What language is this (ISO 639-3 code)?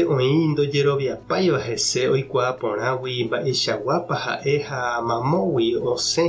grn